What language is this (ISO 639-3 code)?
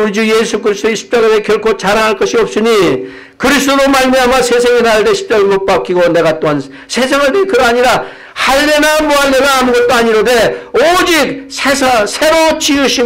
kor